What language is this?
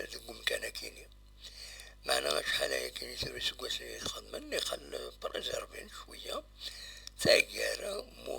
Kabyle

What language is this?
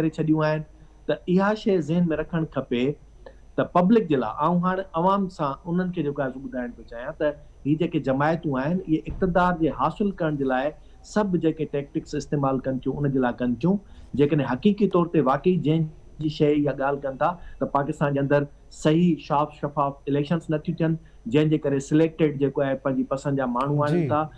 Sindhi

